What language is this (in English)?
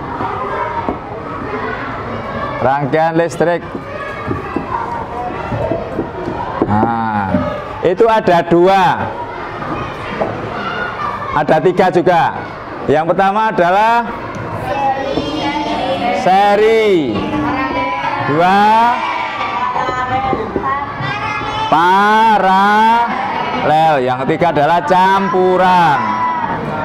Indonesian